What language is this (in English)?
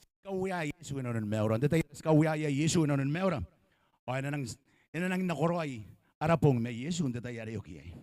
Gilbertese